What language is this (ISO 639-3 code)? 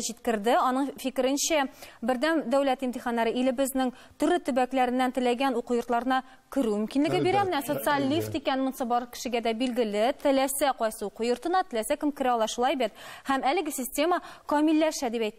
tat